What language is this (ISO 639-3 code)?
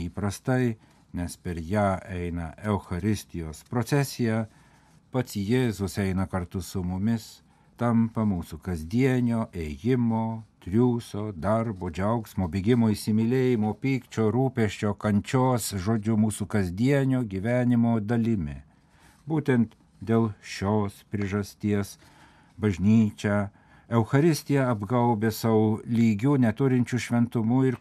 lit